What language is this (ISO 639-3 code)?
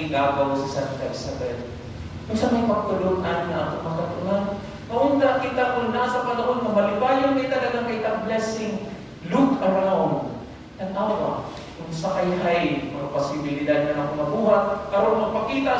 ceb